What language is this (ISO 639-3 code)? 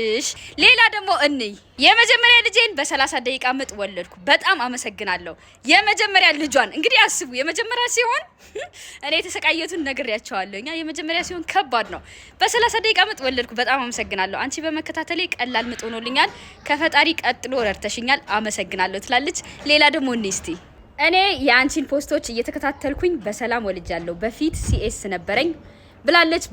amh